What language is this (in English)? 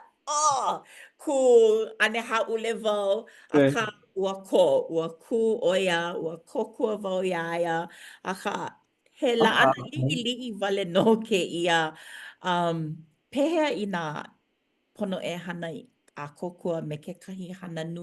Hawaiian